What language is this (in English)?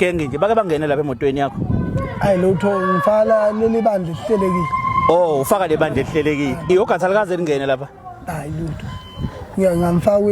Zulu